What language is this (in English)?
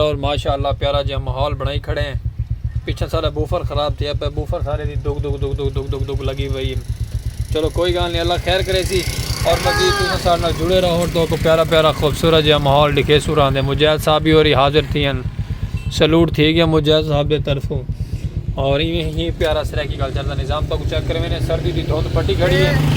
Saraiki